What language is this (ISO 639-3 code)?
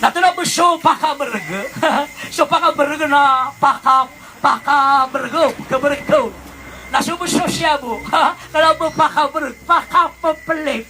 mrw